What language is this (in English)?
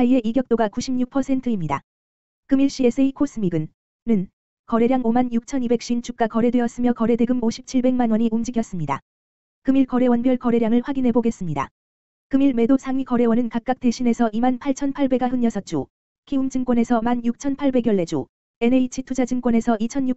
Korean